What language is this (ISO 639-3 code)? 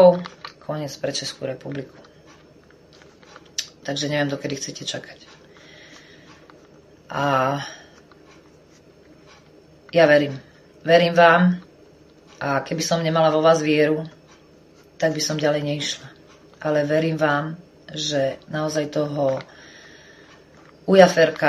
slk